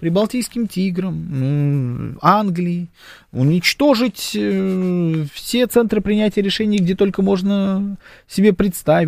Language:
Russian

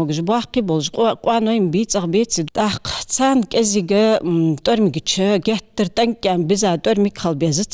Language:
Ingush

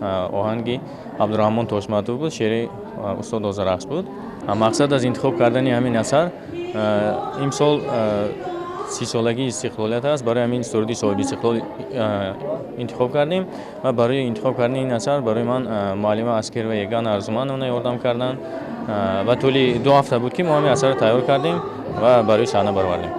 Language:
Tajik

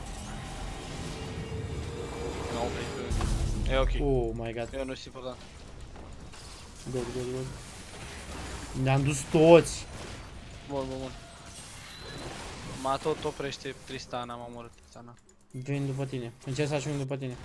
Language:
Romanian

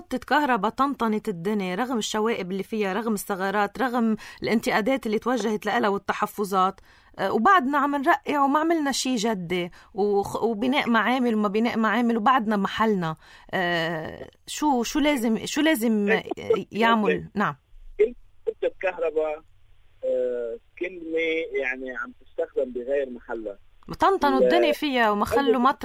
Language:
North Levantine Arabic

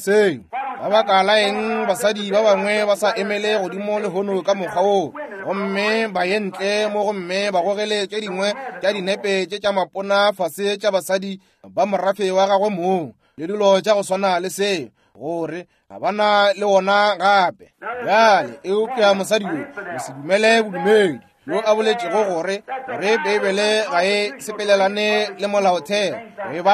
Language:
Northern Sotho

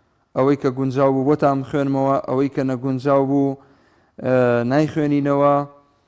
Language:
Central Kurdish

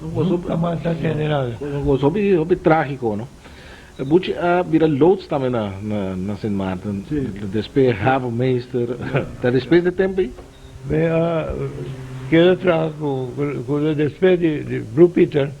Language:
Papiamento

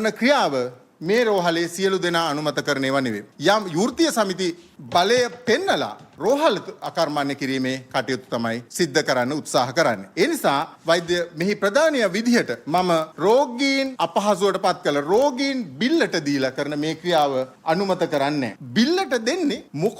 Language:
Sinhala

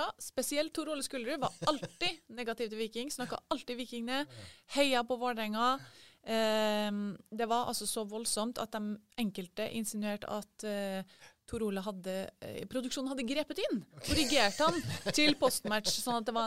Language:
Norwegian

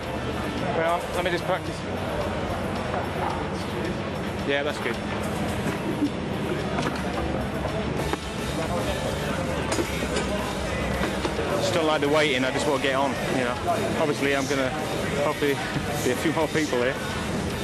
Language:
English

